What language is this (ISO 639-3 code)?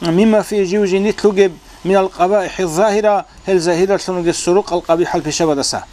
ava